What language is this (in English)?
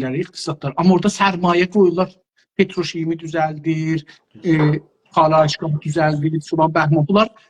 South Azerbaijani